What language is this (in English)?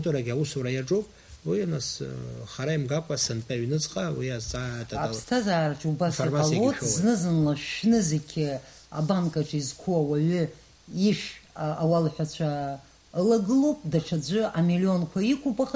Abkhazian